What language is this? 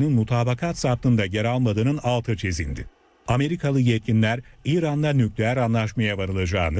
Turkish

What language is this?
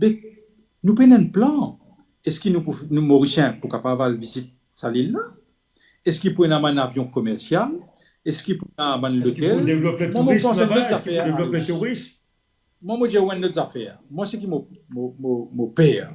Morisyen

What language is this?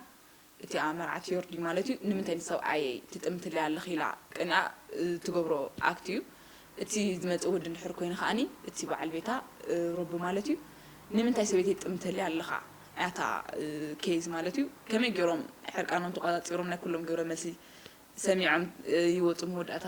Tigrinya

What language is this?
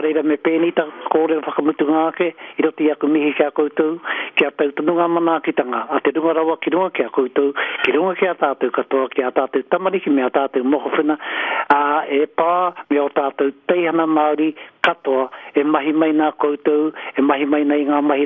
Māori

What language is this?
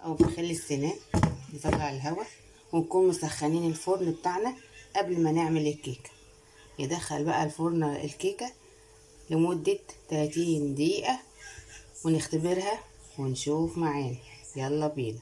Egyptian Arabic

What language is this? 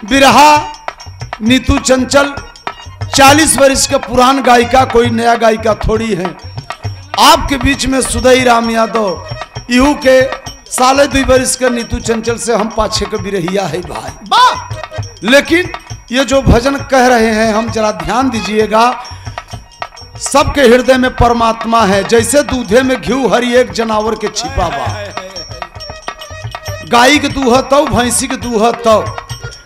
Bhojpuri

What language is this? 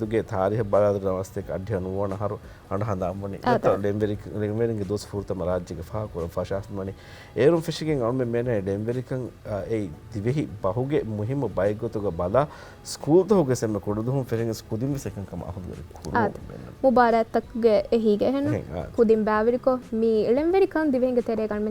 Divehi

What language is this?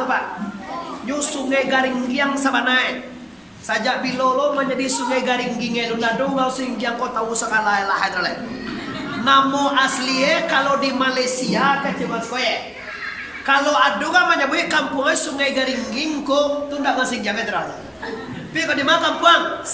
Minangkabau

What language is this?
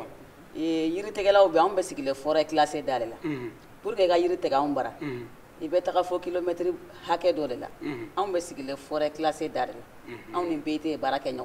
Bambara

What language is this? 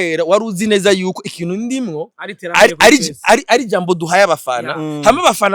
Rundi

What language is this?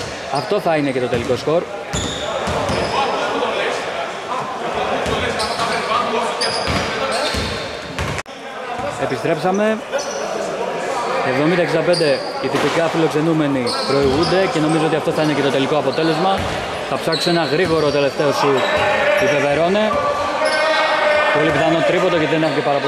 Greek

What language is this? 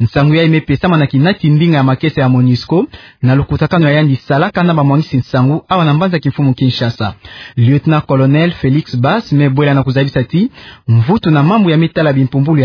Kituba (Democratic Republic of Congo)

